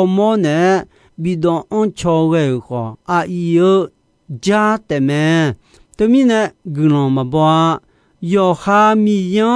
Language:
Akha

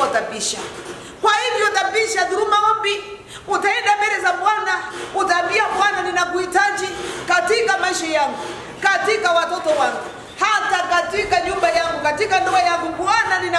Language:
Swahili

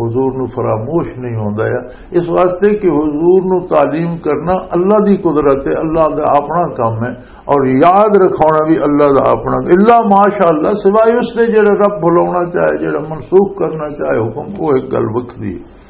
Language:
Western Panjabi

